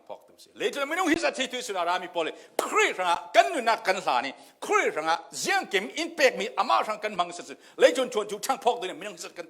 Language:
Falam Chin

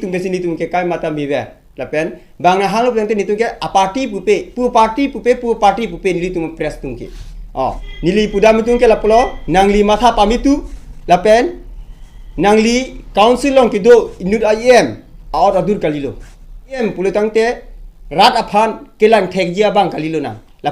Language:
Karbi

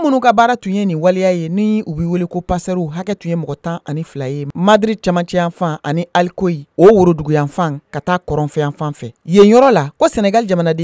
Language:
Bambara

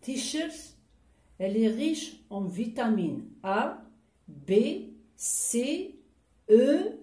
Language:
Kabyle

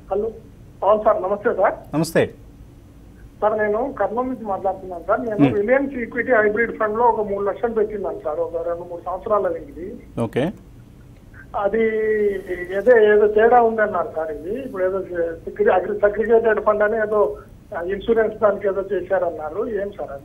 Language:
Telugu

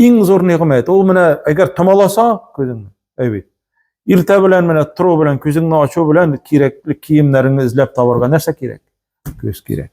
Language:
Tatar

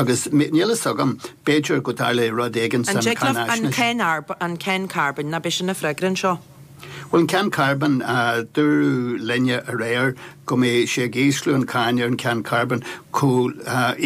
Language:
Irish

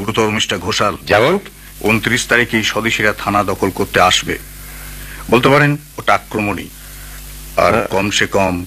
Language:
Bangla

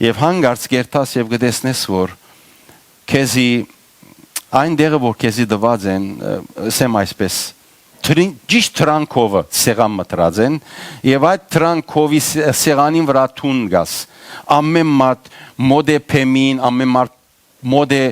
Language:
Western Armenian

